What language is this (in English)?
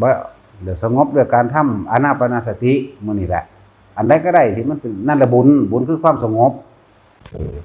Northeastern Thai